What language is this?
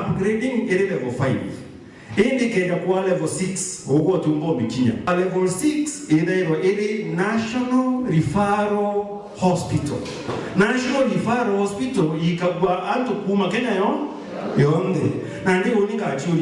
Meru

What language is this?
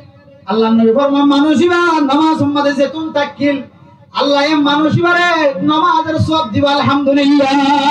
Rohingya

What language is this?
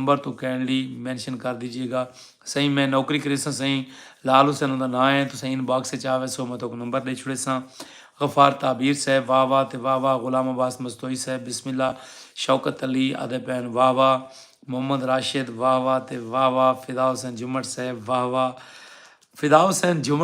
Saraiki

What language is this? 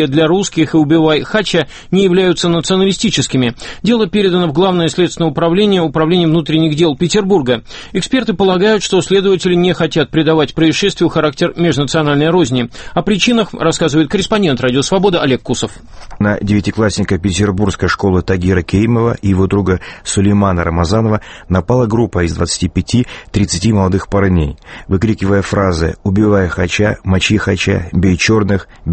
Russian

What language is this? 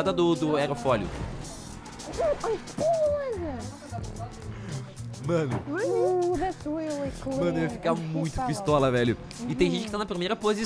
Portuguese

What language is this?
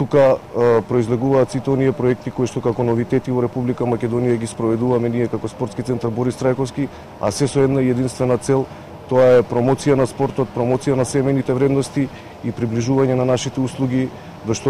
Macedonian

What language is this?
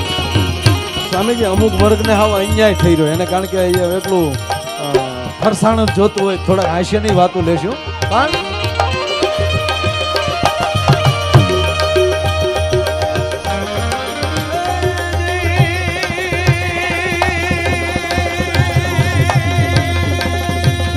Gujarati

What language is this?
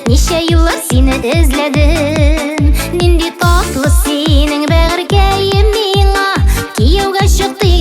Tatar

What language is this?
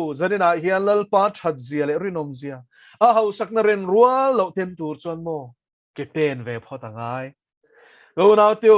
Mizo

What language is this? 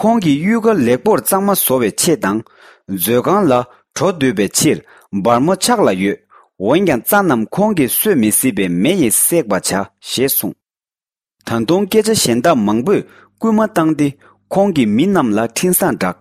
Tibetan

